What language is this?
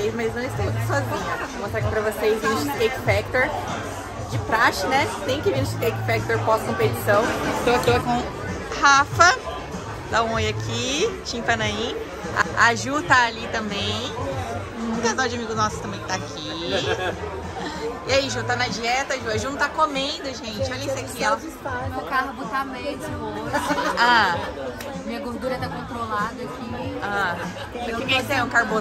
Portuguese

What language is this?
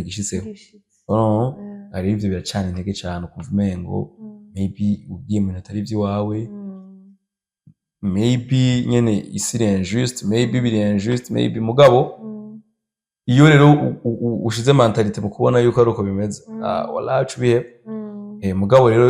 Rundi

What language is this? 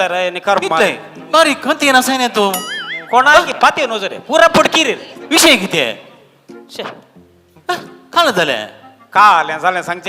Konkani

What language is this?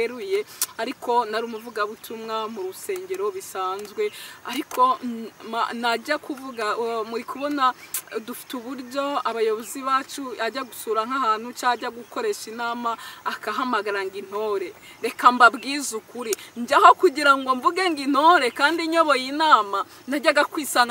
Kinyarwanda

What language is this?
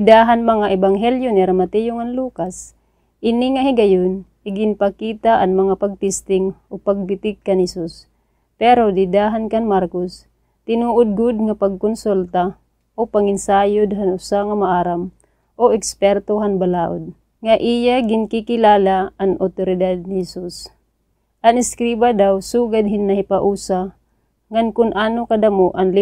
Waray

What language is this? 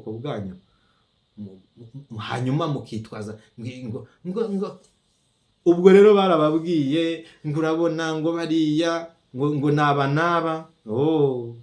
Rundi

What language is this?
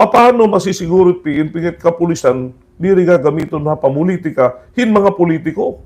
Waray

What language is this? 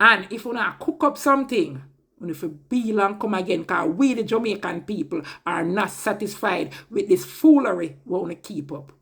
Jamaican Creole English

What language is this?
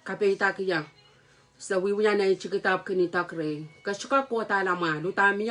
Pohnpeian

